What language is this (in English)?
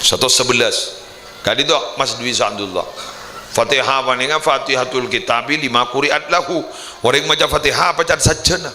Madurese